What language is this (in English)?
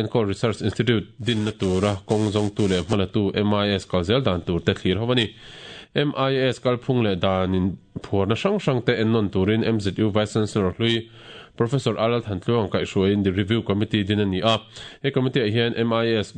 Mizo